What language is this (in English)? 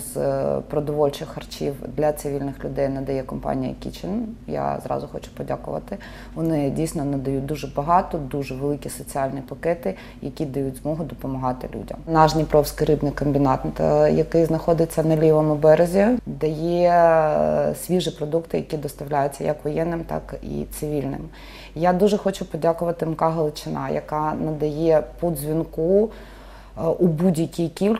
Ukrainian